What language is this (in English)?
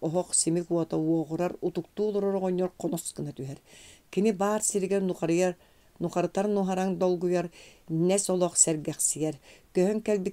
Yakut